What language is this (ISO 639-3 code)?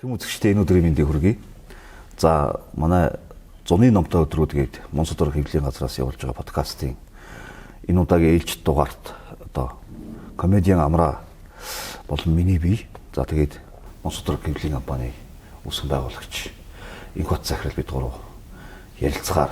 mon